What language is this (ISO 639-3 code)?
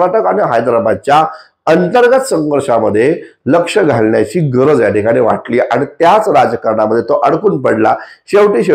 mar